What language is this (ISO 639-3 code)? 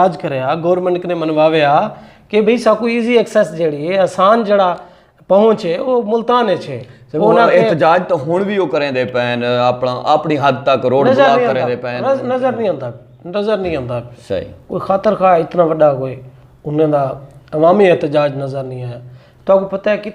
skr